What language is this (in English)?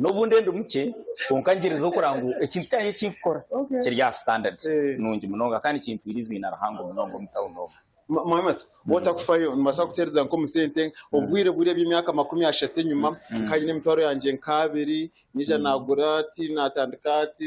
Nyankole